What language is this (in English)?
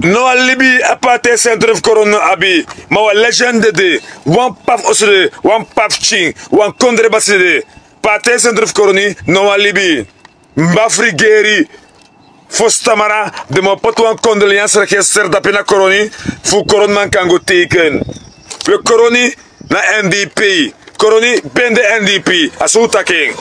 Sranan Tongo